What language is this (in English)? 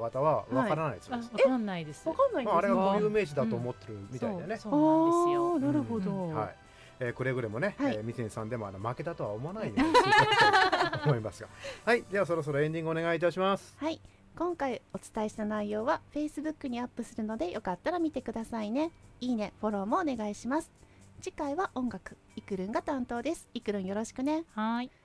Japanese